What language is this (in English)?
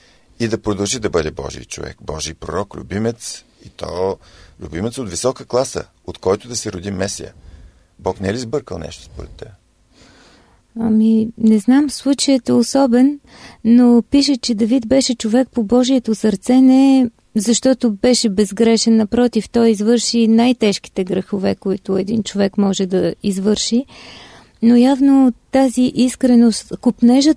Bulgarian